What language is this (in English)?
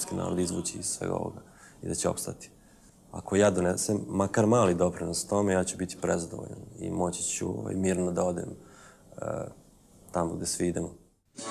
Serbian